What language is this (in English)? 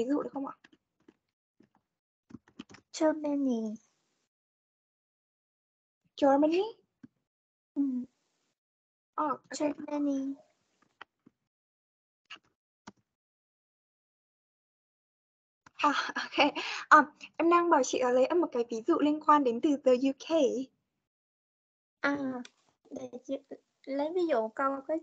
Vietnamese